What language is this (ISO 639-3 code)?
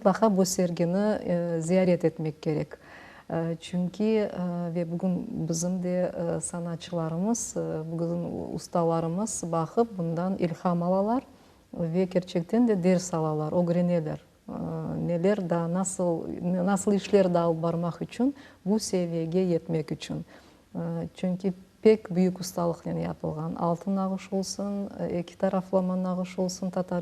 crh